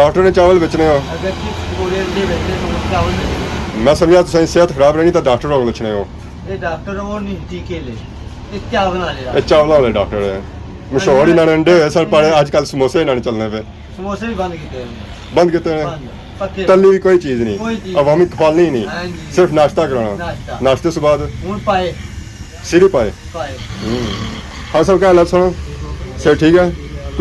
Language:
Pahari-Potwari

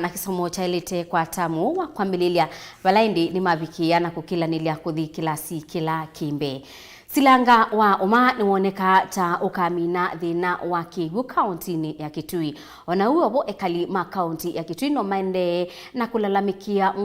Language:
Kamba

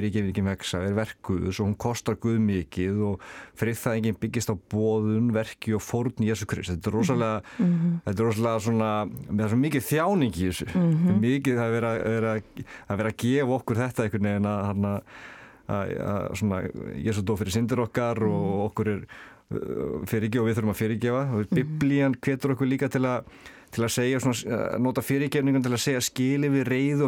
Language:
Icelandic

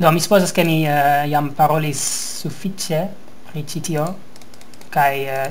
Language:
Esperanto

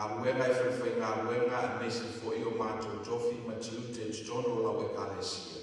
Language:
Samoan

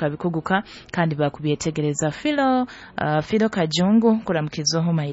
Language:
Nyoro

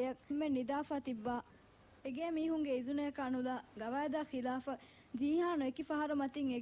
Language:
Divehi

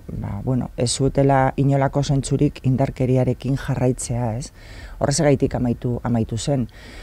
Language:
Basque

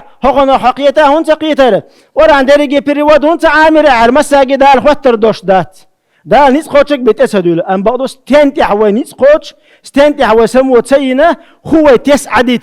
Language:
Chechen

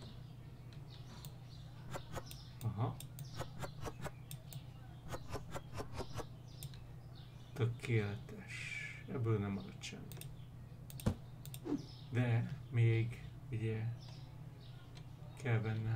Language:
Hungarian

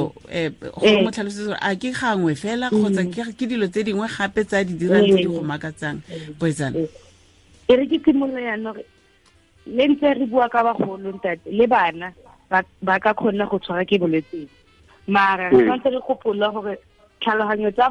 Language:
Tswana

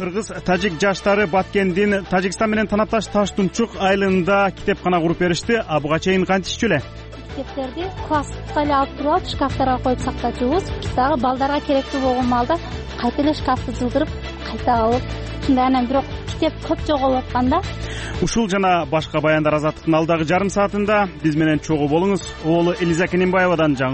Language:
Kyrgyz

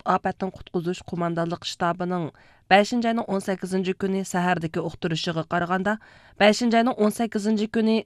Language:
Uyghur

